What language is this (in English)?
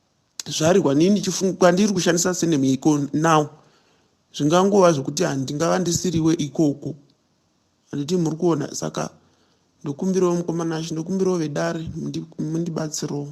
Shona